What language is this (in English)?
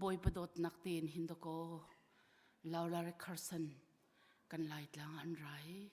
Hakha Chin